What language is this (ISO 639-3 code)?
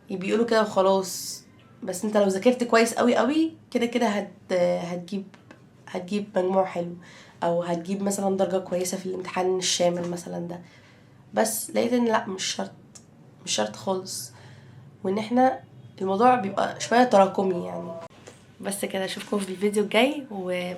arz